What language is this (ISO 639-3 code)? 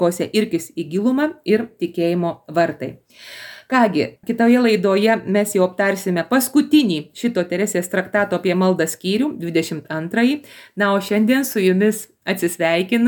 lit